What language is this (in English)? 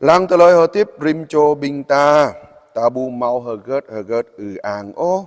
Jarai